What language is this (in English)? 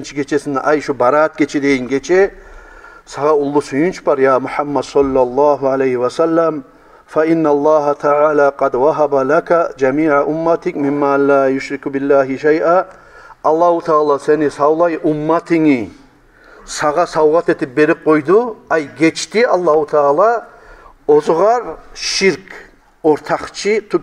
Kumyk